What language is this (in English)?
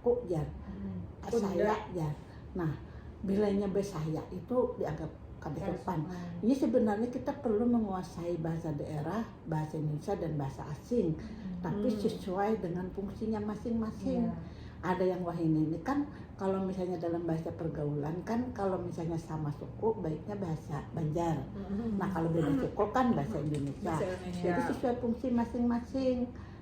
Banjar